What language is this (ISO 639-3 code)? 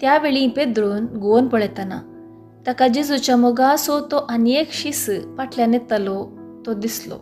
kok